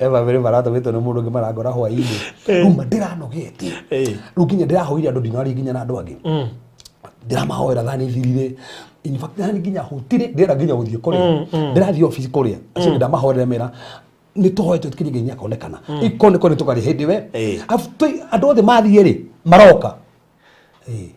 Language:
Kikuyu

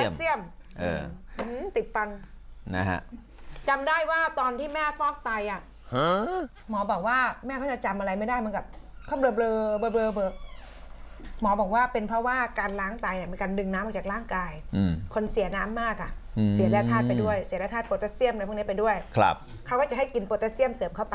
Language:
Thai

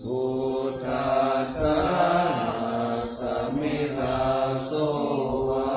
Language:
Pali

